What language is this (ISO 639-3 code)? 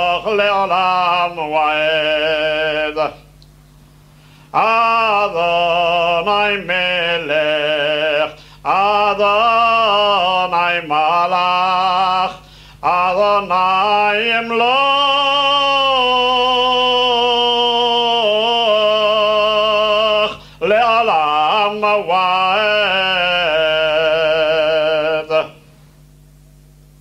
heb